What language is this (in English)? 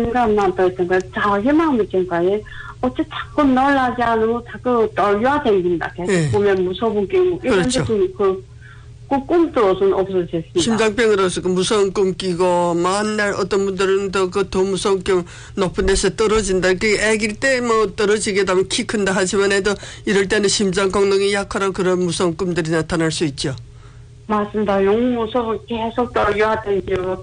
Korean